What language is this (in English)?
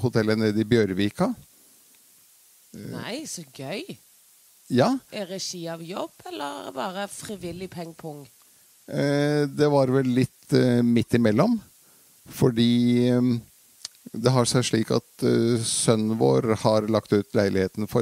Norwegian